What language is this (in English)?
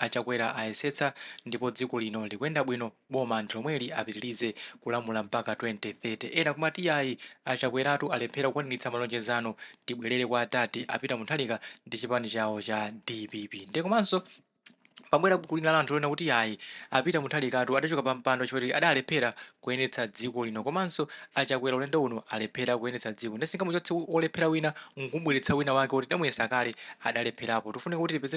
Nyanja